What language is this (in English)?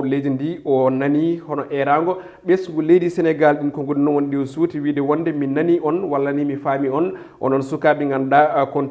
Fula